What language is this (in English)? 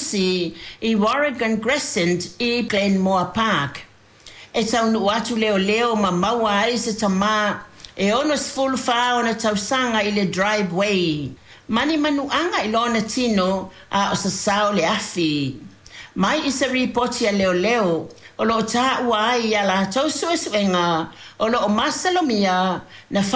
Samoan